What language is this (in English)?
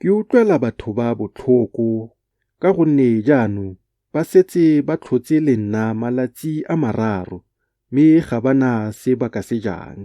Tswana